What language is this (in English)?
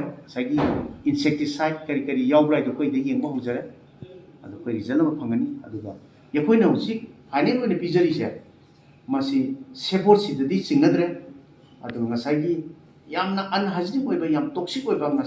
Manipuri